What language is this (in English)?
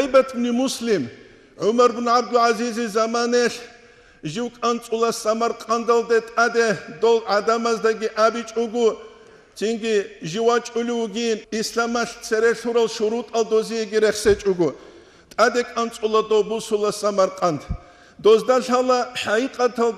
Avaric